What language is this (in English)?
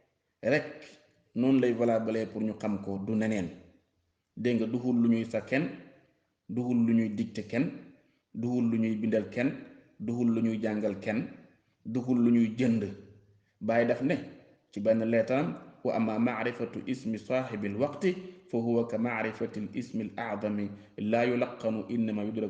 Wolof